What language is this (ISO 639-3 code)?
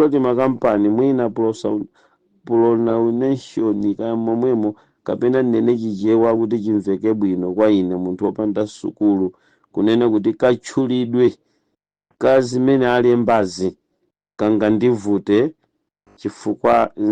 nya